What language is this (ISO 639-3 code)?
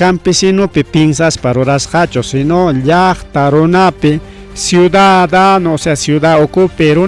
quy